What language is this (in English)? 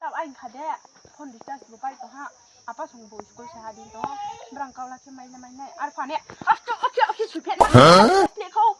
Riang (India)